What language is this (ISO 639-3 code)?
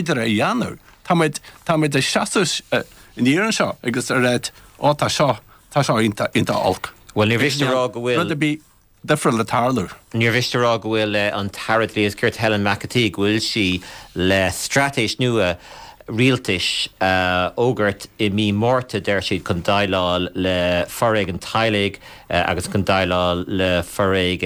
gle